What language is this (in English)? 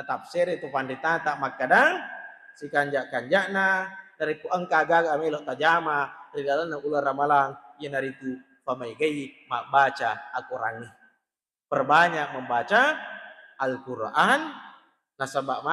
Buginese